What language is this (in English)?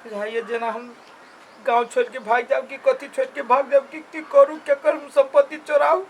Maithili